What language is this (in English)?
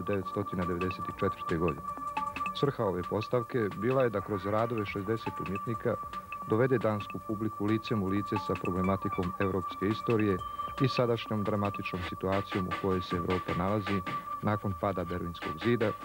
Bosnian